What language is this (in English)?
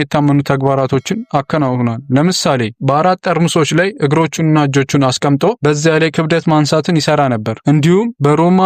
Amharic